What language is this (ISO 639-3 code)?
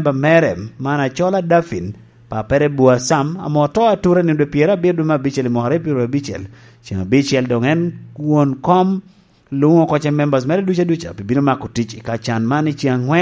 laj